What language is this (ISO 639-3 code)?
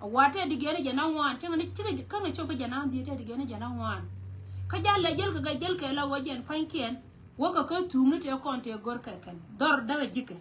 nus